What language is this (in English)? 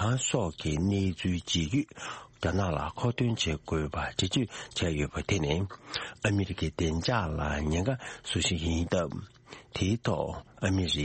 Tibetan